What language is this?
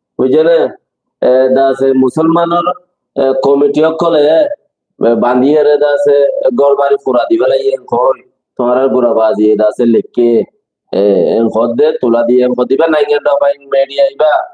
Rohingya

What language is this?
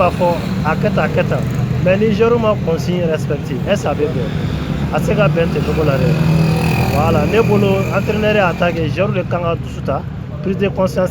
Bambara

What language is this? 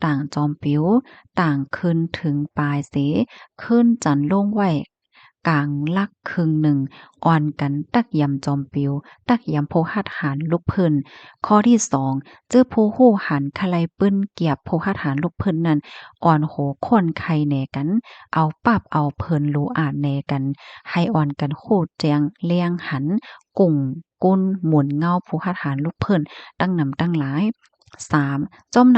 Shan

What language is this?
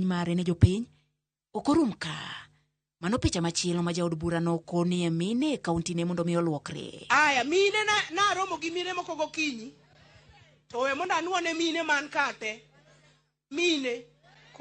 Luo (Kenya and Tanzania)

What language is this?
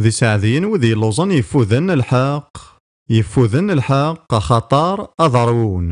Kabyle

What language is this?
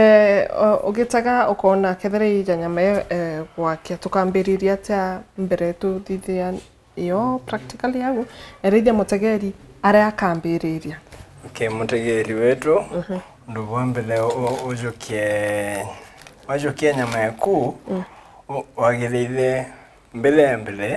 Meru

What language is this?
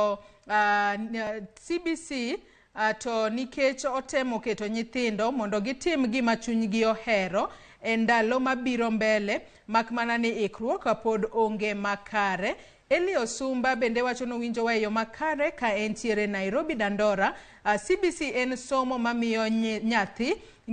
Luo (Kenya and Tanzania)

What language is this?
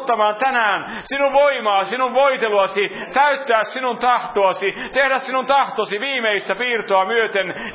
Finnish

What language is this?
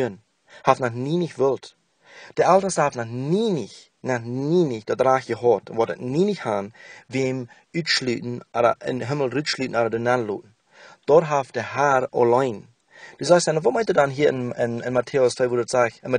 Plautdietsch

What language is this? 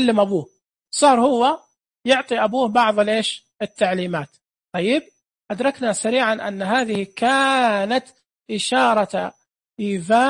Najdi Arabic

